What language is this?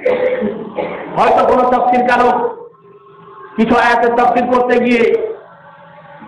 Bangla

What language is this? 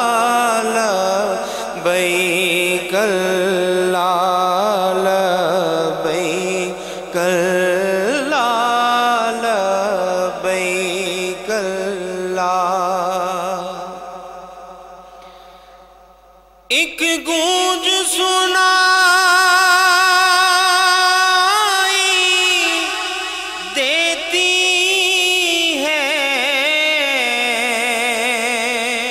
Urdu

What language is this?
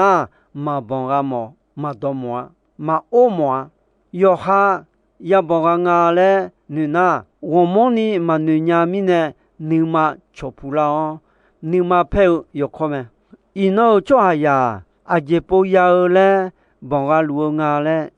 Akha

